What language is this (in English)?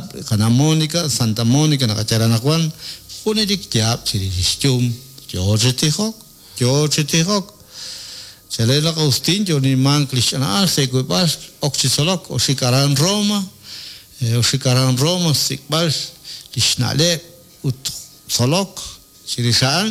Kekchí